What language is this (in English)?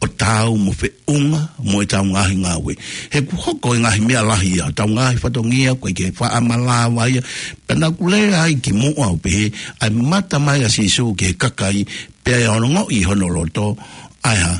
Tongan